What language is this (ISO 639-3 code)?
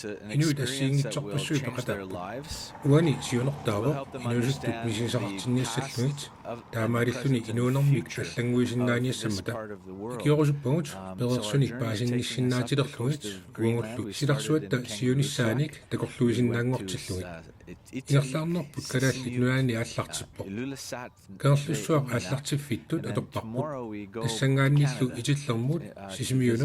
kal